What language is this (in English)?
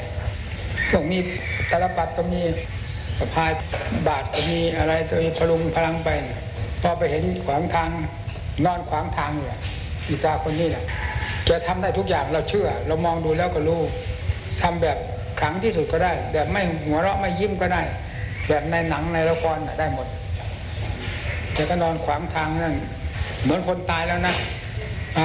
Thai